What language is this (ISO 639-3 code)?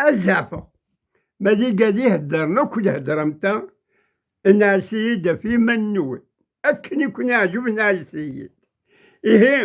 kab